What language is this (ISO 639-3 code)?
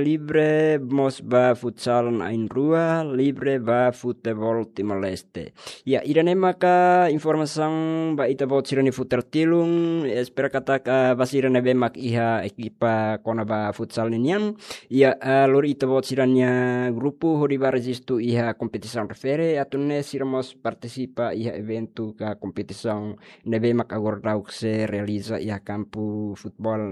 tet